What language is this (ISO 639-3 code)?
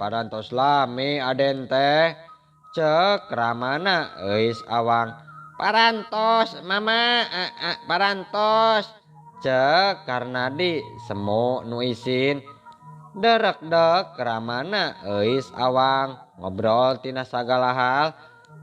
sun